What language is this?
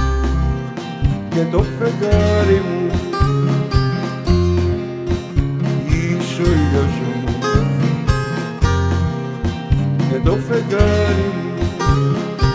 Greek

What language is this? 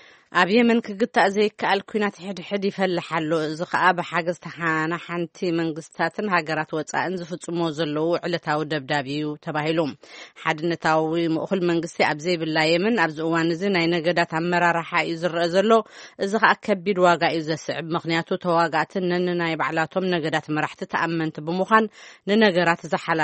Tigrinya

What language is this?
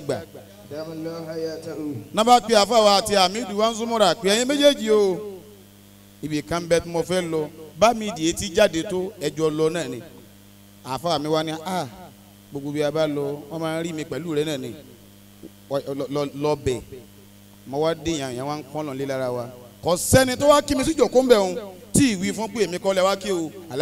Yoruba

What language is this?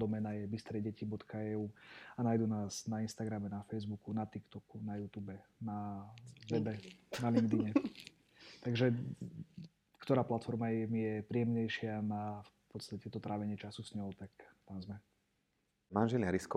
Slovak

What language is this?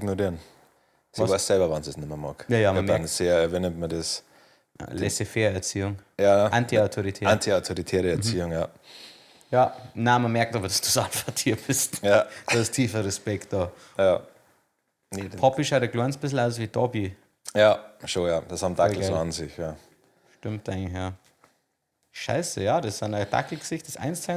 Bavarian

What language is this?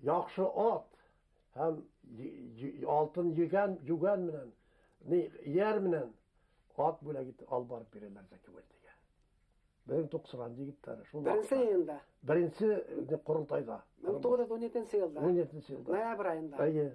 Bashkir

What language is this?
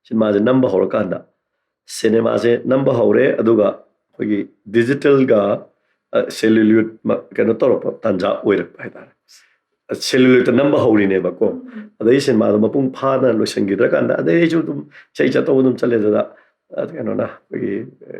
Manipuri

